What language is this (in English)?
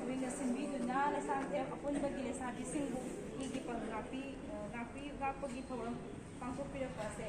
Manipuri